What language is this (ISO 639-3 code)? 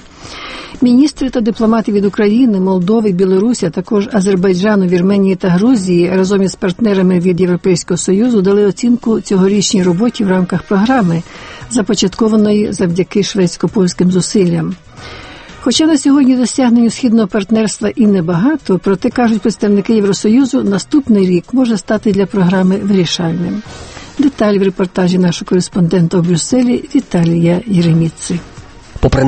ukr